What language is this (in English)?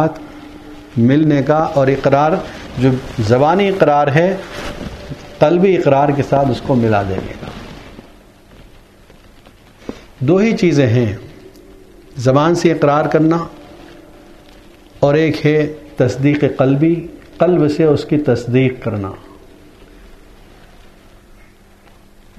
Urdu